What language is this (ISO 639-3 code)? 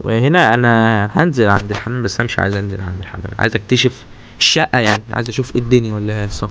arz